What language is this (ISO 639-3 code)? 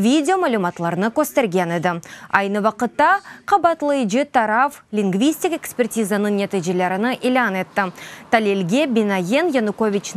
crh